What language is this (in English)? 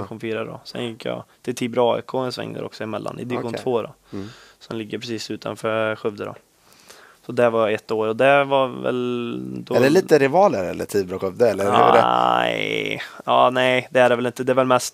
Swedish